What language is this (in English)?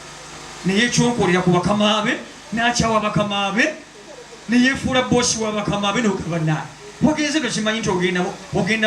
Ganda